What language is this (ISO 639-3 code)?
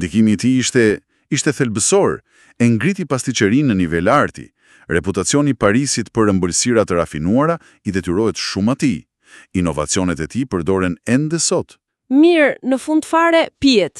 sqi